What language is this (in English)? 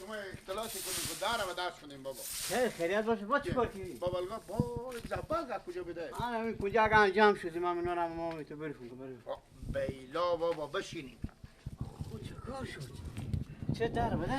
Persian